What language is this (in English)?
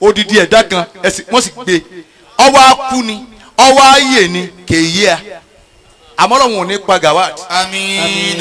Yoruba